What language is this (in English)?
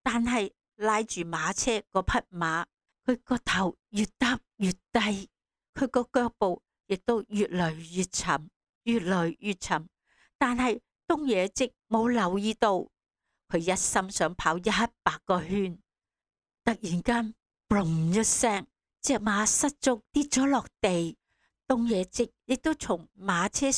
Cantonese